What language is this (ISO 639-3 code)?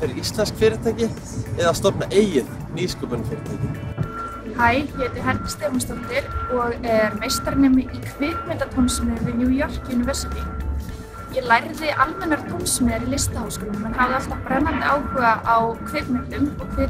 isl